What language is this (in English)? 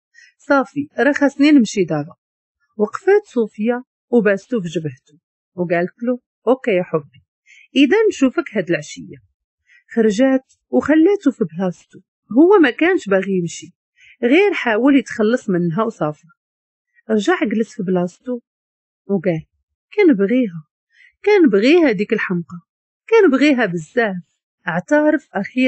Moroccan Arabic